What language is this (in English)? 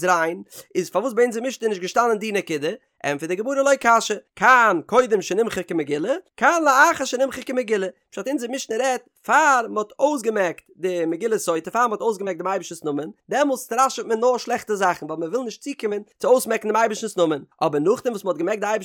Yiddish